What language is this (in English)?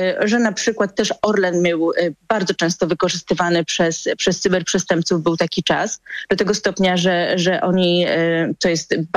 Polish